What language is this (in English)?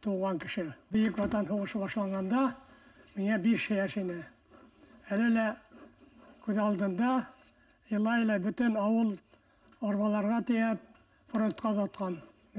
Bashkir